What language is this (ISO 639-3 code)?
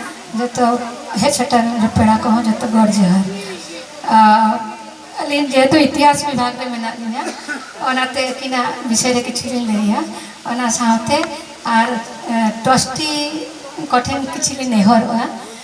sat